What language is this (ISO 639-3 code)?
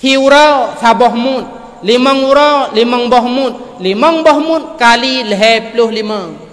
ace